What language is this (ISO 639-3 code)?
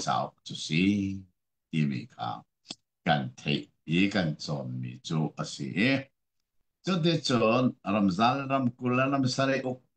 cnh